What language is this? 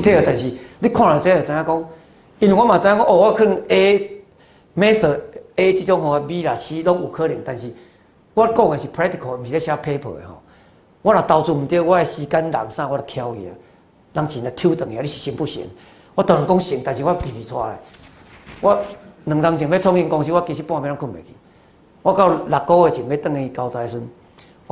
Min Nan Chinese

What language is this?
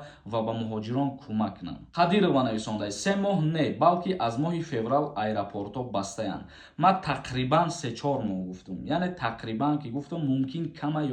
Tajik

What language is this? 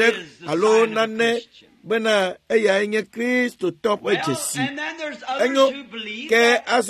Ewe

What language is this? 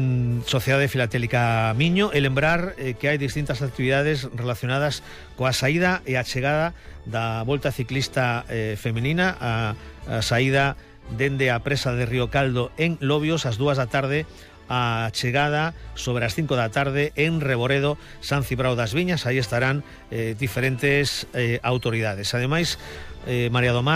Galician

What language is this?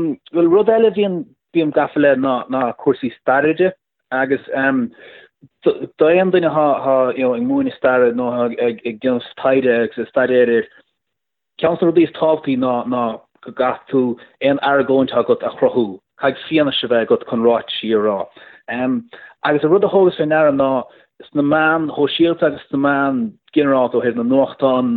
Irish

